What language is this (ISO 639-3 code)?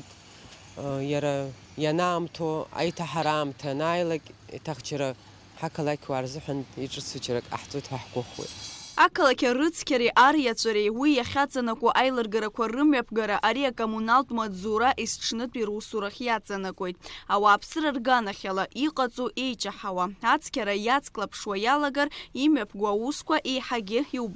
abk